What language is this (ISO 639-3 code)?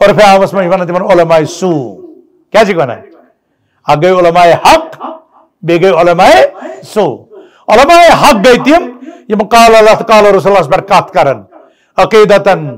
kas